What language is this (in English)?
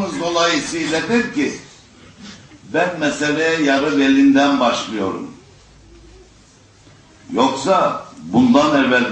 Turkish